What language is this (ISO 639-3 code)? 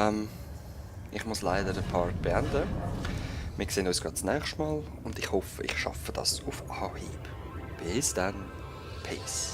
gsw